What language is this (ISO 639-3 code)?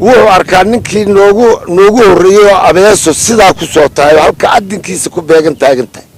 som